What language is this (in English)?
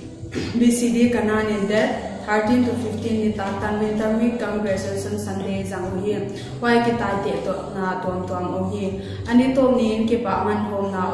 Paite Chin